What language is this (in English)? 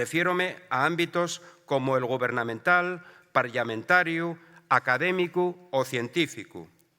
Asturian